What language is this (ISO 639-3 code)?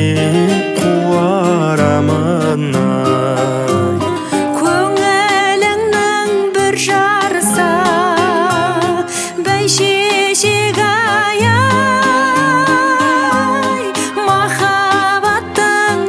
kaz